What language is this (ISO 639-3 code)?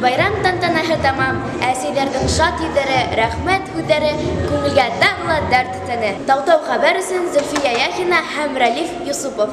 bak